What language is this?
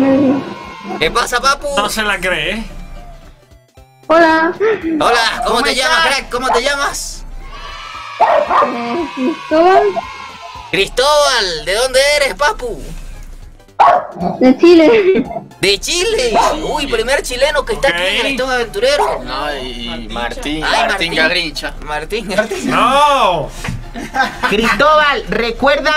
Spanish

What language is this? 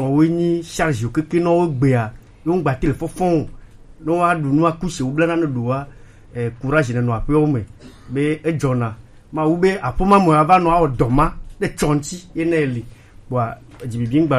Gen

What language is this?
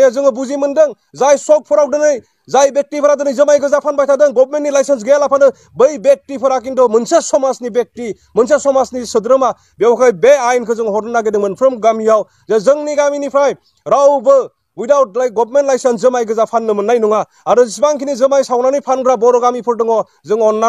Bodo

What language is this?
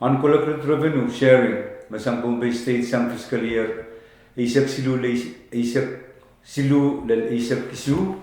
Pohnpeian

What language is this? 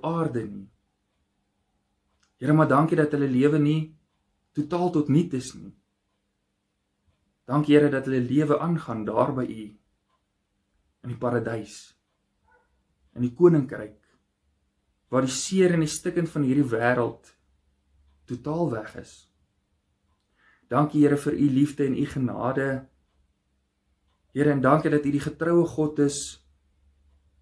Afrikaans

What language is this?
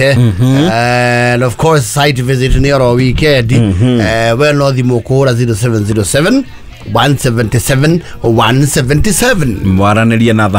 Kikuyu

